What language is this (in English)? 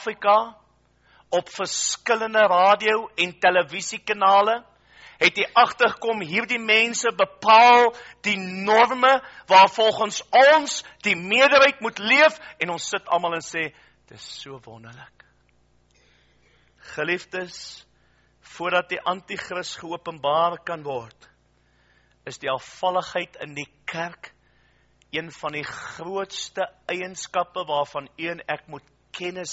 Afrikaans